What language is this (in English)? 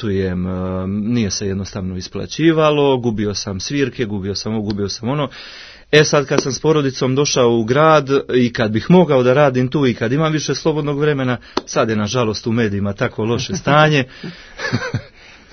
Serbian